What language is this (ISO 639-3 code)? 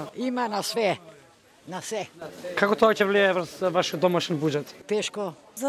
mkd